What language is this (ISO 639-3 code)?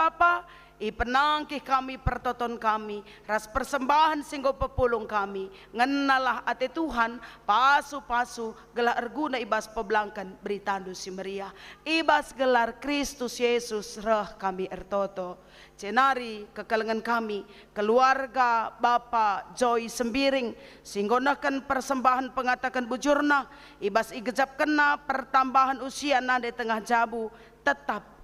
btx